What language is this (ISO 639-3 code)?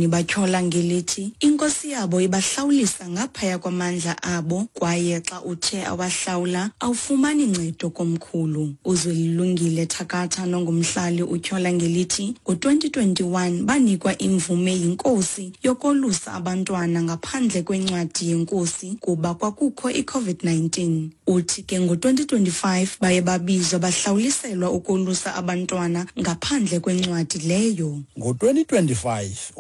xho